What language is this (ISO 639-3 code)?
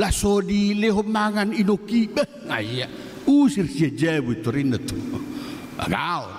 bbc